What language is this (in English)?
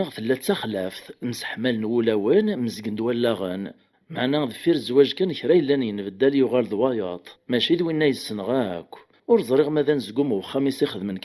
Kabyle